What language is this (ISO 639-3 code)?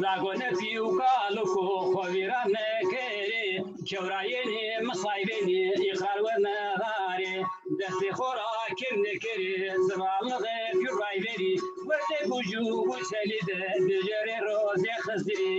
zza